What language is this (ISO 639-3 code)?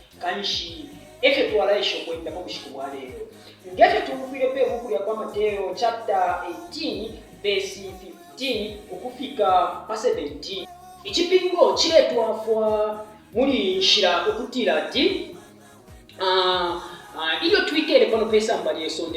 bem